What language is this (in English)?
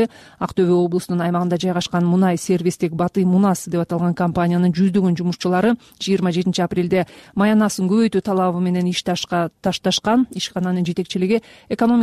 Kyrgyz